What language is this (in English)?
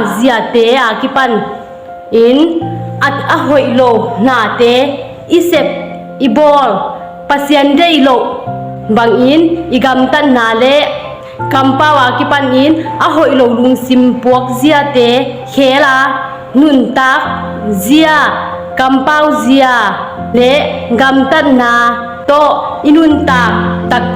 Tedim Chin